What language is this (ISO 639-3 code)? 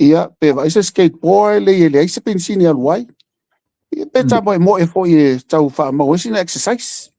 smo